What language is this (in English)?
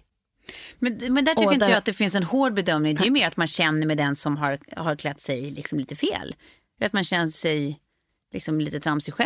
Swedish